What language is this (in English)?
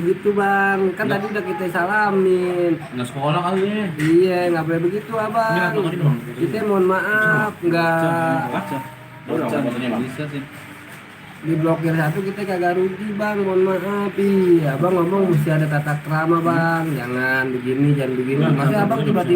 Betawi